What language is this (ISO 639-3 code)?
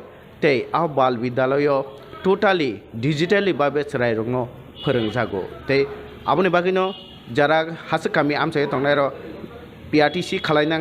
trp